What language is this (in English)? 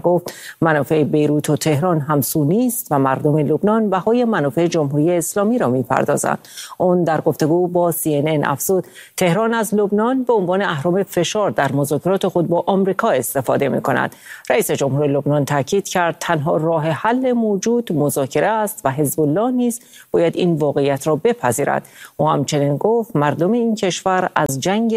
Persian